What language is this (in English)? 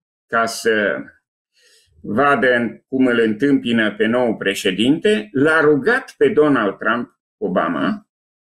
Romanian